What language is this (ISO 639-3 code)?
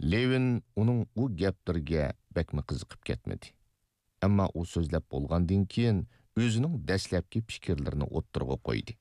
uig